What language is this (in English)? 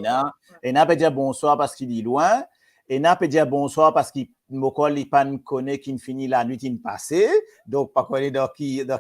Morisyen